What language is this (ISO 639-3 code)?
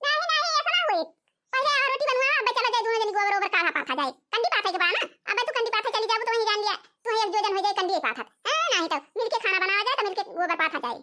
awa